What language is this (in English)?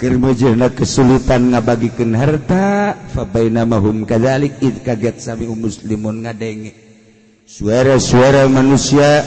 Sundanese